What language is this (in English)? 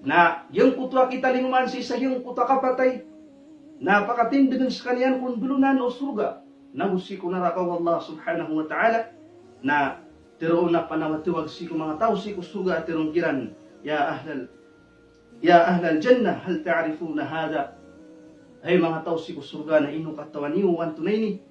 Maranao